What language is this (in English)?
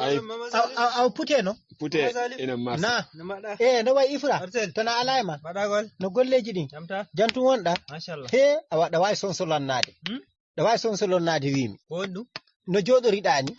Fula